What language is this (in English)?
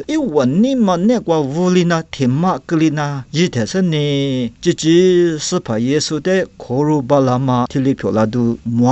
Lisu